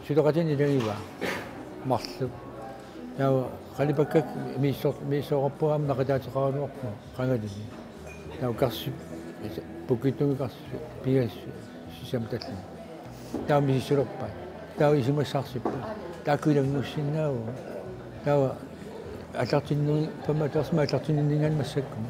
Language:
Kalaallisut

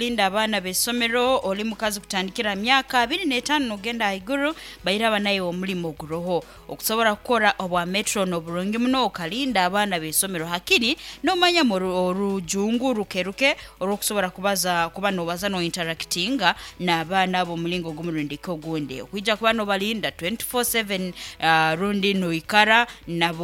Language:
Nyankole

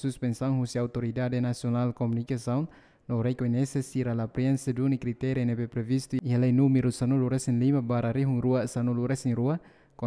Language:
Tetum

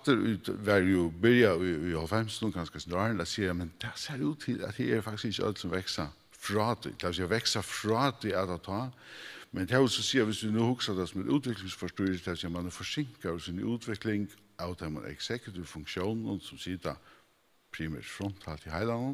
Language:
Faroese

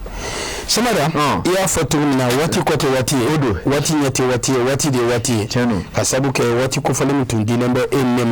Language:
Bambara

